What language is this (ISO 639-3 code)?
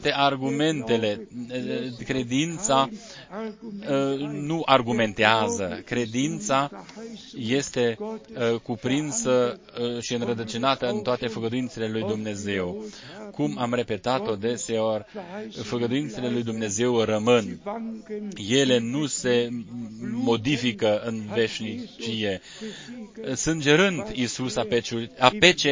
ron